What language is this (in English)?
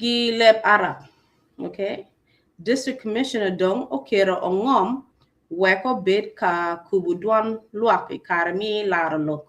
Acoli